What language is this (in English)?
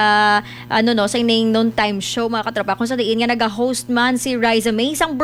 Hiligaynon